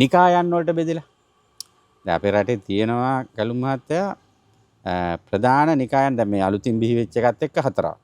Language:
Sinhala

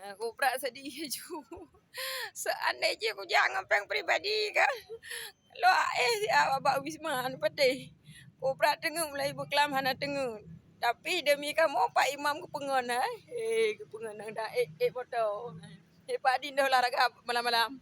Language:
Achinese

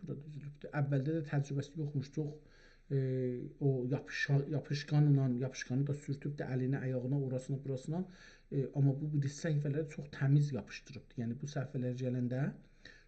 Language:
South Azerbaijani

